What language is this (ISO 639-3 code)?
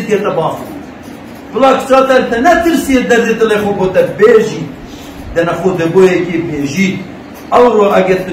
kur